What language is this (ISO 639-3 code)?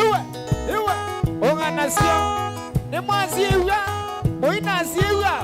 kam